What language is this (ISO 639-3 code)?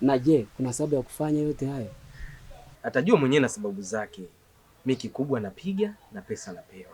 swa